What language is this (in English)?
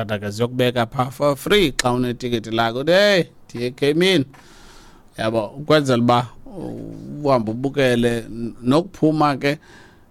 Xhosa